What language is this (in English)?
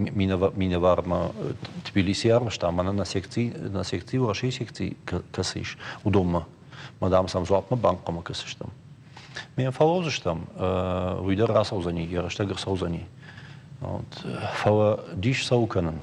Ossetic